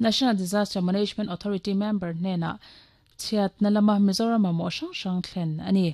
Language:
Mizo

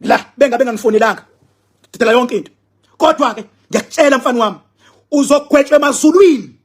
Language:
Zulu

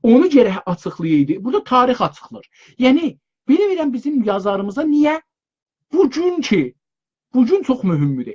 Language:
South Azerbaijani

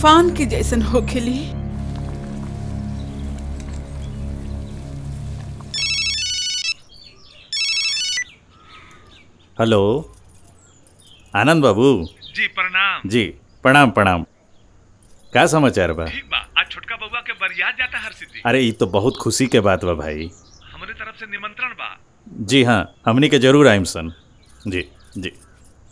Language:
Bhojpuri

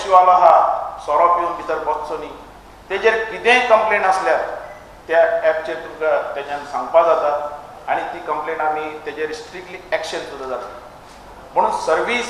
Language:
Konkani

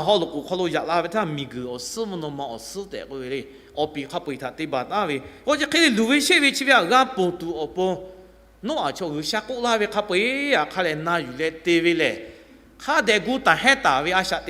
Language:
Lahu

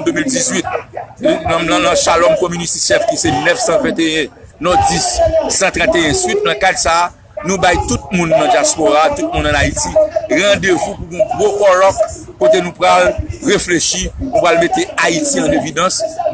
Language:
Haitian Creole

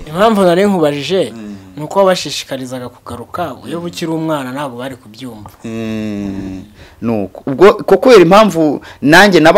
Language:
Kinyarwanda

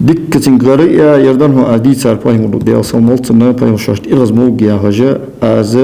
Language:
Ingush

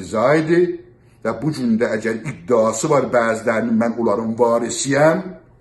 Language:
South Azerbaijani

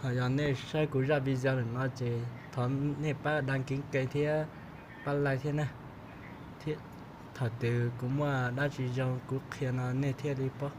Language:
Hmong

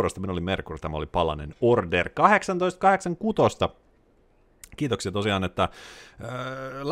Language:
Finnish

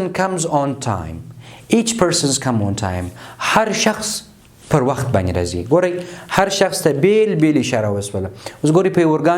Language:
Pashto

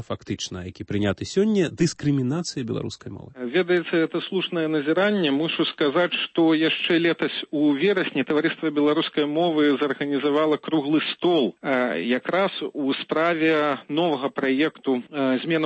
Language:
Belarusian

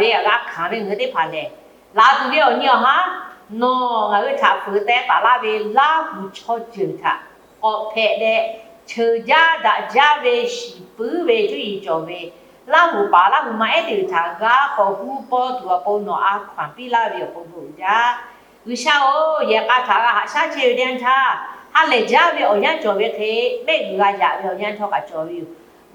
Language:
Lahu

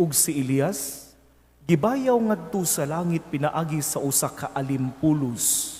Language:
Cebuano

